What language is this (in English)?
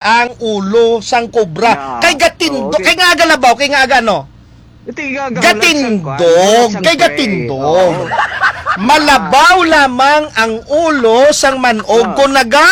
Hiligaynon